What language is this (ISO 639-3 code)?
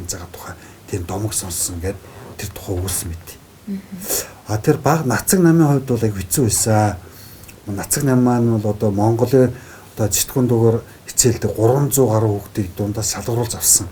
mon